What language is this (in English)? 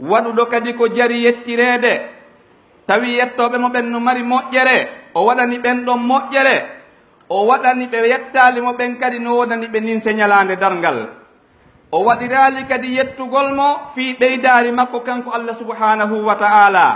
Pular